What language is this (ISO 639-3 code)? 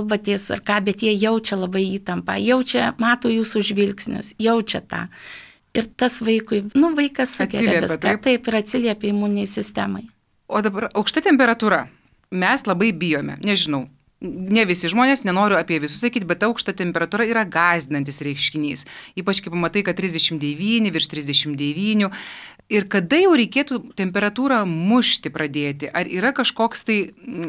lit